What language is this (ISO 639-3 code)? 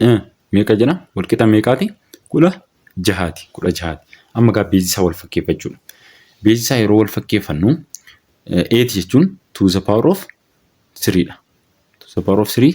orm